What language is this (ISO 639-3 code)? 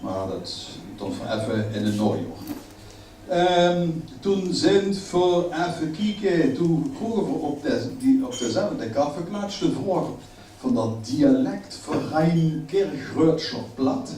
lim